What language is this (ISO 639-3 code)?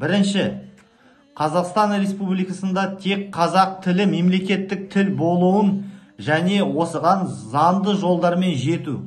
kaz